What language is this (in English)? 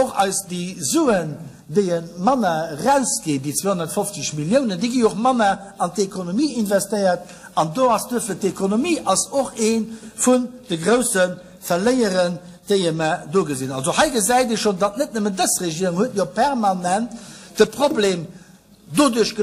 Luxembourgish